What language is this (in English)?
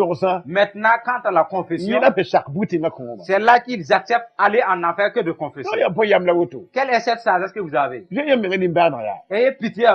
Mossi